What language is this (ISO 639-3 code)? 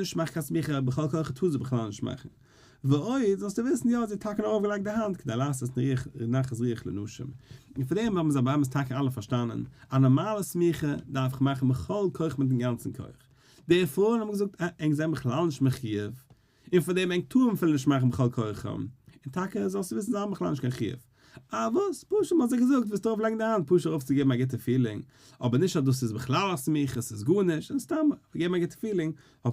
yid